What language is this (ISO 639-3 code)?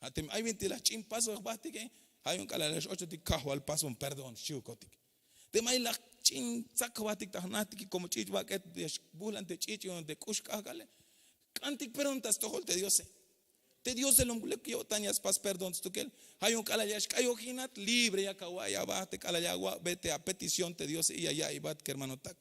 tzh